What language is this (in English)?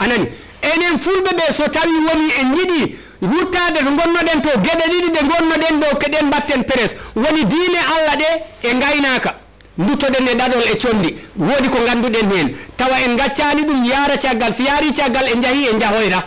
Fula